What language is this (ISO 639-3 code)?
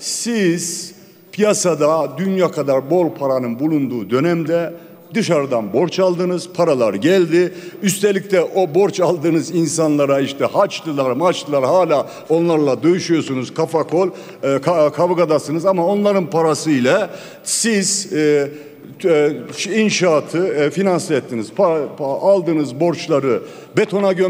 tur